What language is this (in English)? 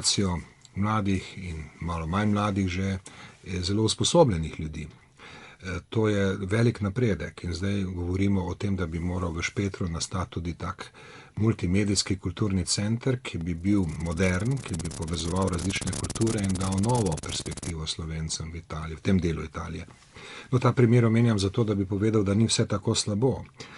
Slovenian